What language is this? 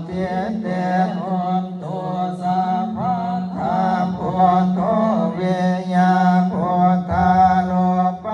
Pali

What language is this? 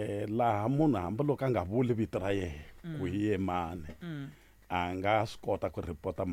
Tsonga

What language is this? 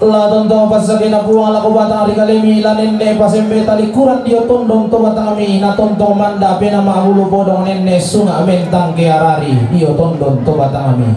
Toraja-Sa'dan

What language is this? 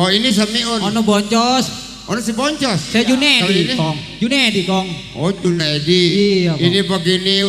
Betawi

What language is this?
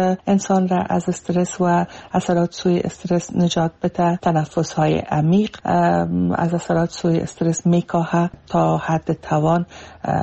Persian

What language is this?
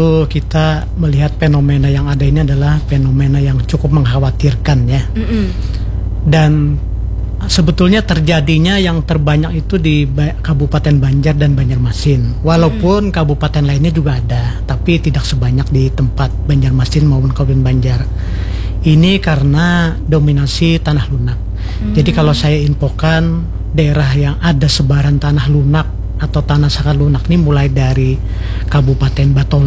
Indonesian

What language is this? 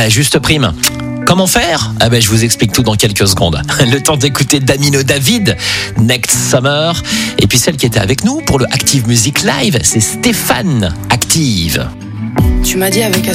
French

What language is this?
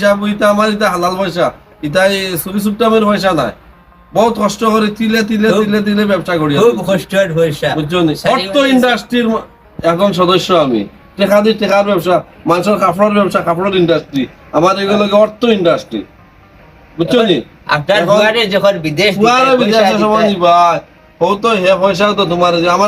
Sylheti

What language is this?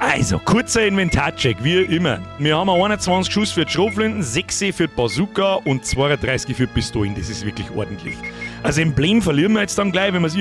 Bavarian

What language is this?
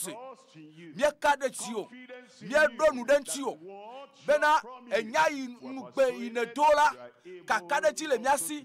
Ewe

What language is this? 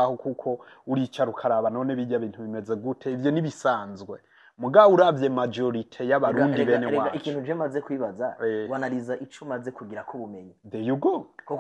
Rundi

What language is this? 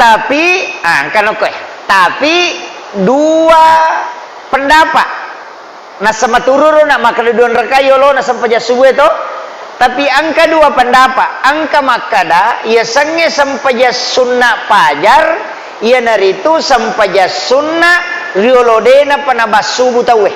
Buginese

